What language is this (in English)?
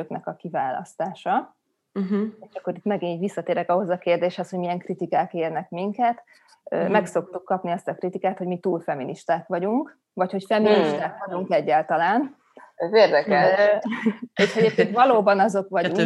Hungarian